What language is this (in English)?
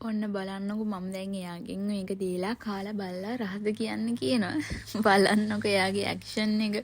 Sinhala